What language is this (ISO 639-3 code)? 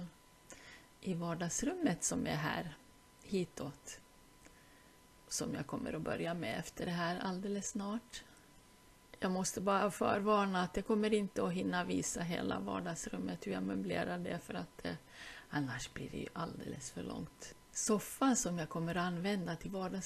swe